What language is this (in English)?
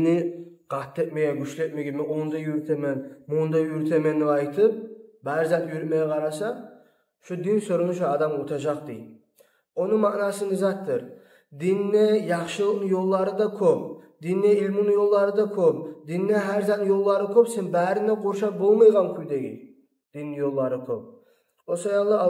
Kumyk